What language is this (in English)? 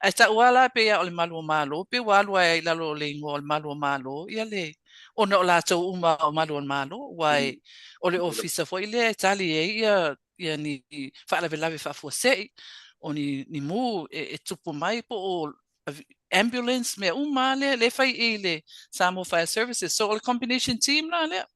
Samoan